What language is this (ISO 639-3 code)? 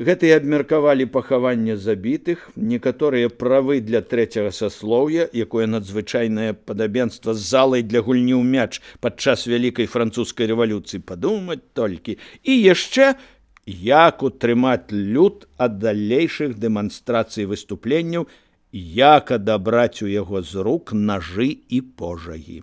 bel